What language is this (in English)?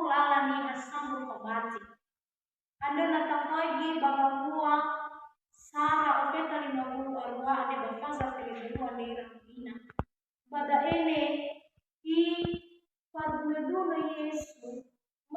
Nias